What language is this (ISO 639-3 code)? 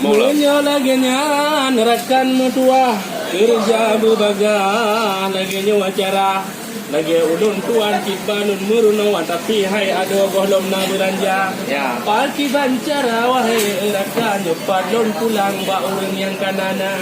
ace